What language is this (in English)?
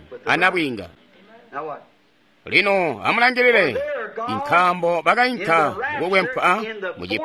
Tonga (Zambia)